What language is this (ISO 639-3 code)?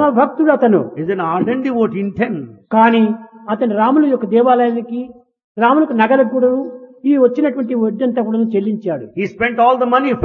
tel